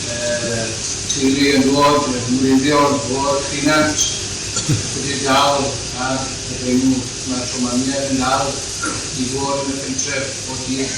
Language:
Welsh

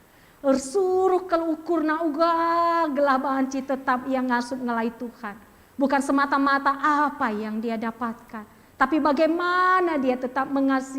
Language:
Batak Karo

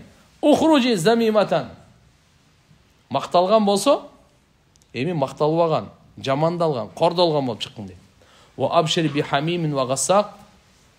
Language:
Kyrgyz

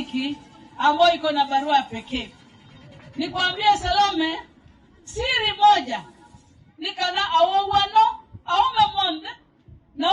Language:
Kamba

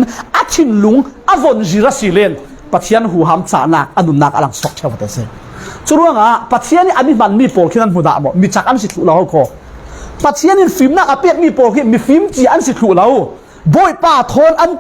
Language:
Falam Chin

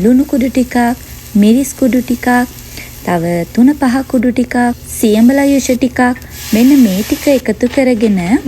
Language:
Sinhala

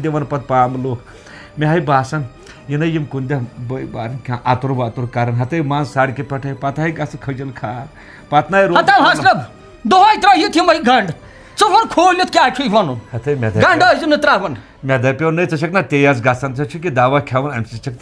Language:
Kashmiri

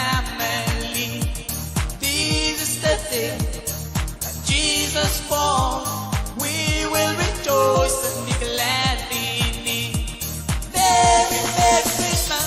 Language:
Pohnpeian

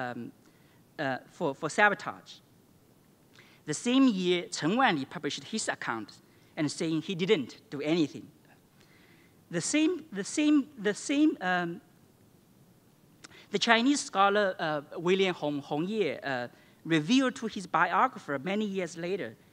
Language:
English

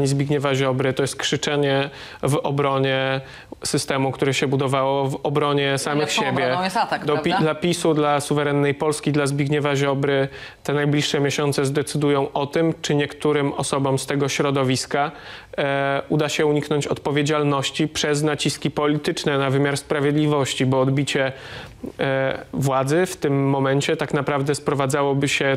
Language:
Polish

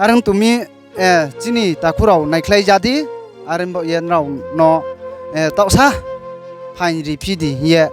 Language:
Riang (India)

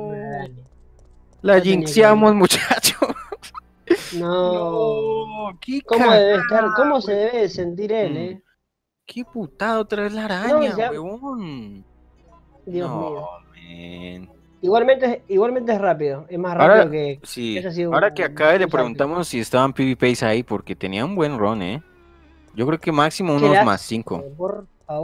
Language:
Spanish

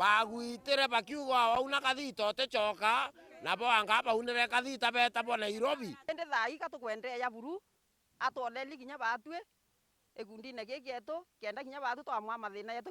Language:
Meru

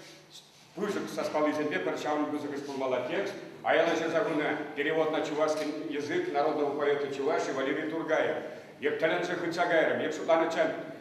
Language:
Chuvash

